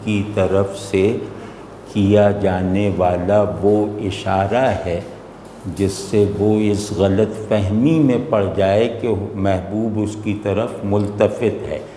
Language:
Urdu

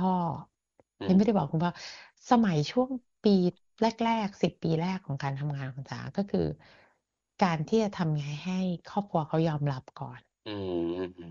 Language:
Thai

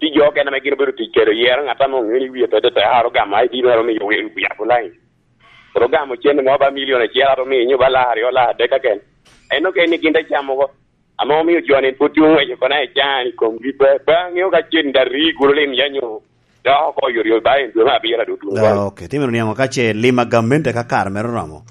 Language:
Lango (Uganda)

